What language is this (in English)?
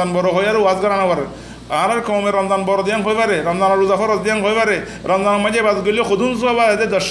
Rohingya